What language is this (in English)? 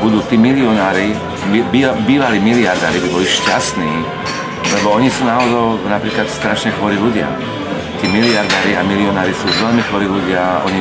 Slovak